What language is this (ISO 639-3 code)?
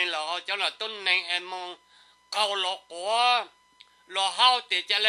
hmn